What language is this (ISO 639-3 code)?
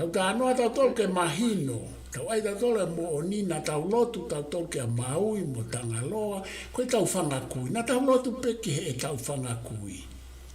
ton